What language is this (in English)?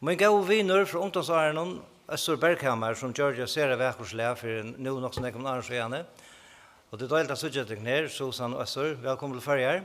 Faroese